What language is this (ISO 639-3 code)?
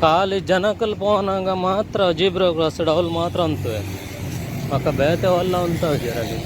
tcy